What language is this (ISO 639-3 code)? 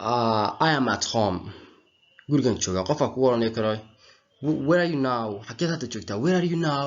som